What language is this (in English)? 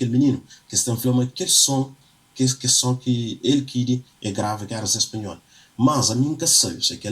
Kabuverdianu